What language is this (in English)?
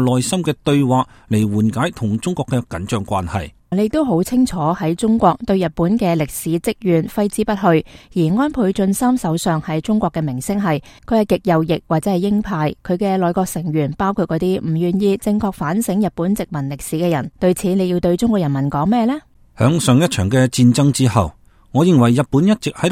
Cantonese